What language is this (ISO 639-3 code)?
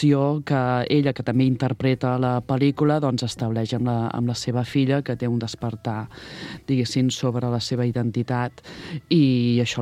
cat